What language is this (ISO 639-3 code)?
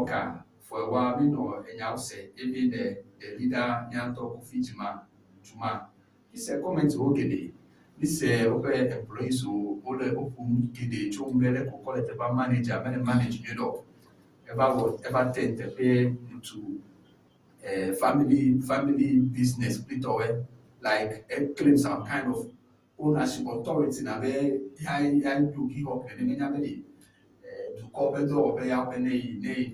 ewe